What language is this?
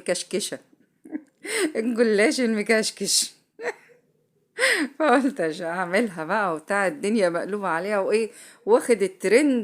Egyptian Arabic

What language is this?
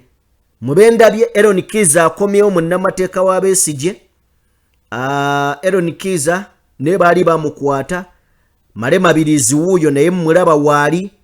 Ganda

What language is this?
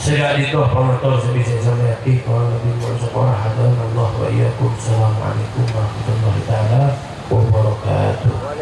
Madurese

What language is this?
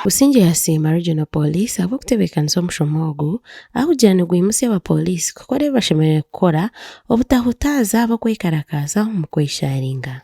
Nyankole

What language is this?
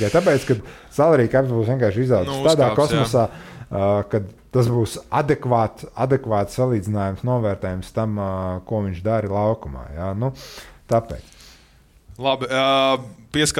Latvian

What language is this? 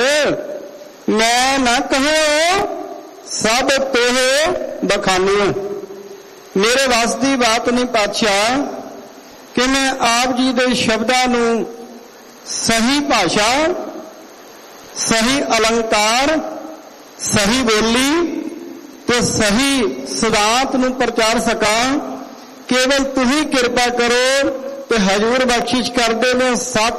Punjabi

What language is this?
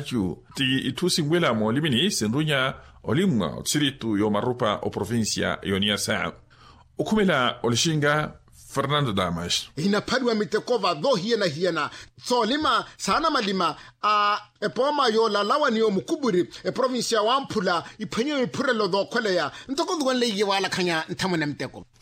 Makhuwa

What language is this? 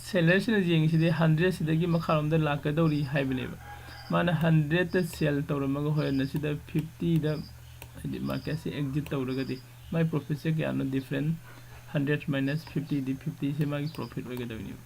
Manipuri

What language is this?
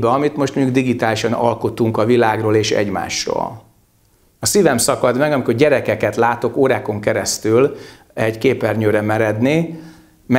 Hungarian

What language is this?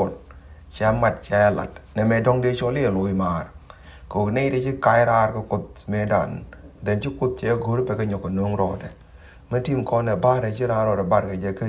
Nuer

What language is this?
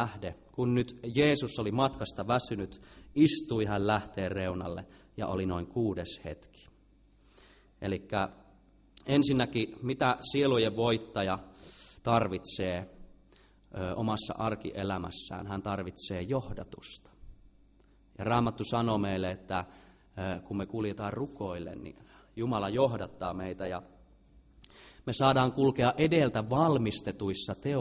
Finnish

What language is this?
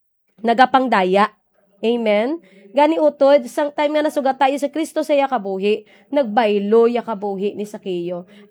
Hiligaynon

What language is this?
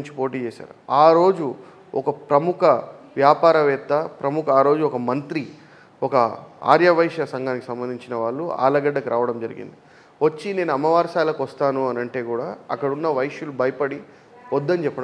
Telugu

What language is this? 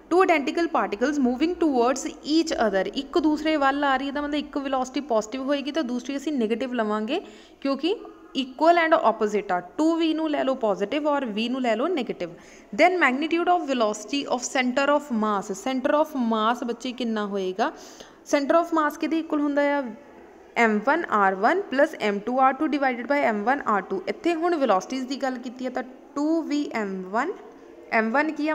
Punjabi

